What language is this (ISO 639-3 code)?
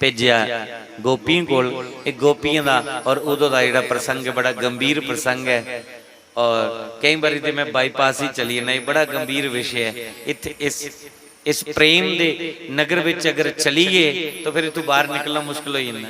doi